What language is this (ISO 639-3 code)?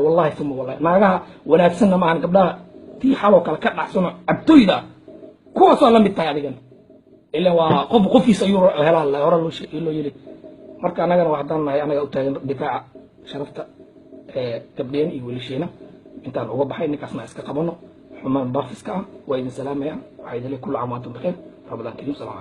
som